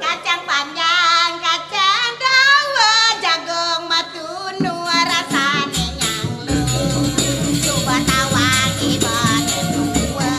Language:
Balinese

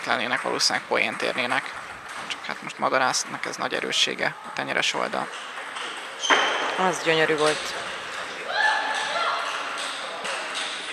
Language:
Hungarian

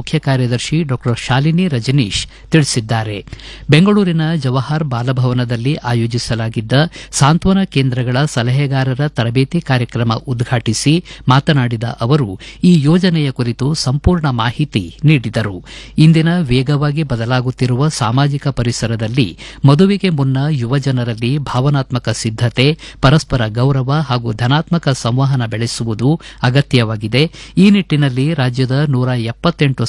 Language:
Kannada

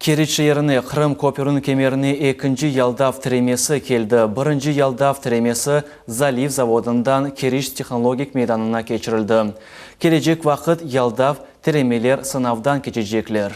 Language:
Crimean Tatar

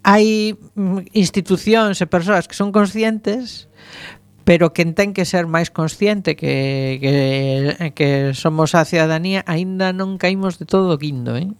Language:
Galician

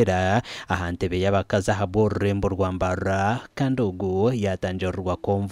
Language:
Nyankole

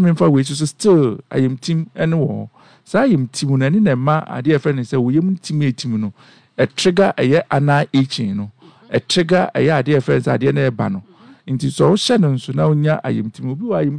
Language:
Akan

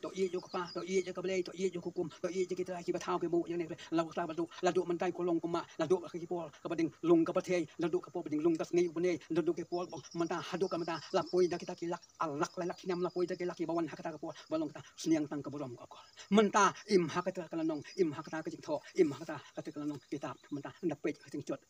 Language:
Khasi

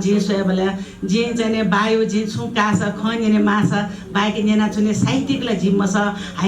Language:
Newari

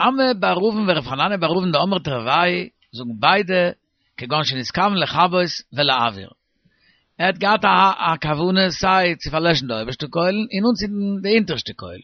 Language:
Yiddish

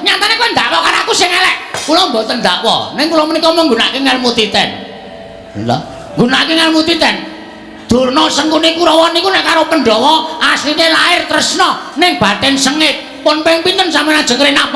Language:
Javanese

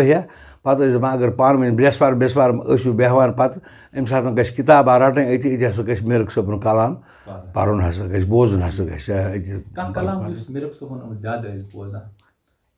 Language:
Kashmiri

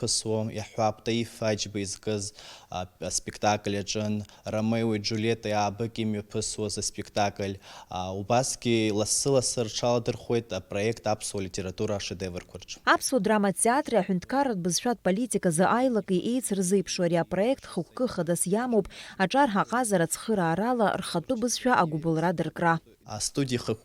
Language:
Abkhazian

